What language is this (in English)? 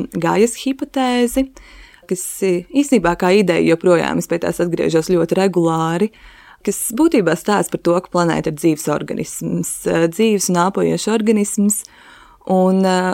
Latvian